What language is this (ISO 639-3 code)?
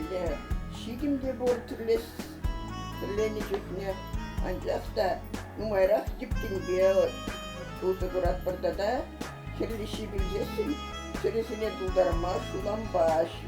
chv